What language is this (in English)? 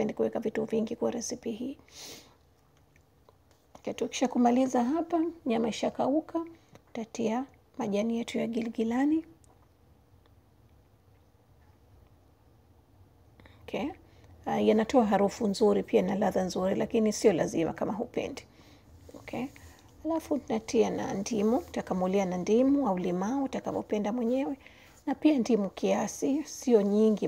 Swahili